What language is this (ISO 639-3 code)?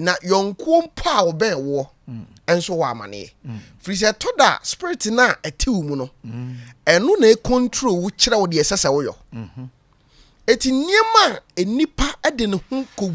aka